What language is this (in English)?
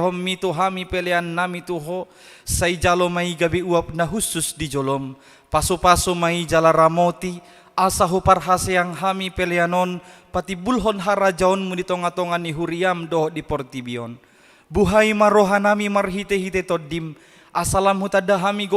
Batak Toba